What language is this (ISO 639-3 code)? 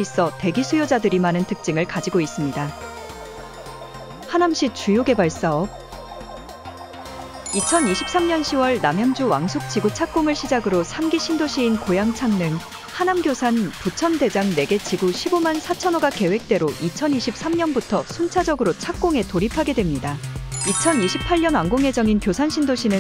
kor